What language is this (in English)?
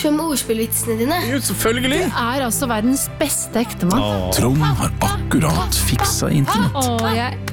Norwegian